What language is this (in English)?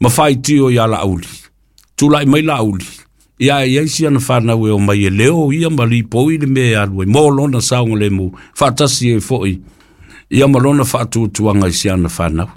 Samoan